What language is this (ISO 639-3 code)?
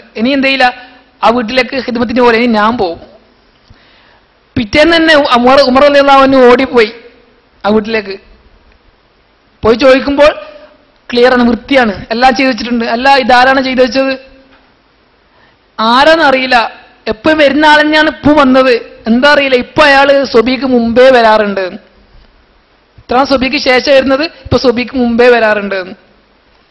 mal